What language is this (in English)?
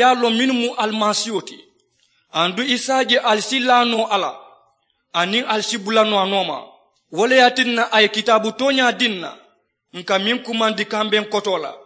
Mandingo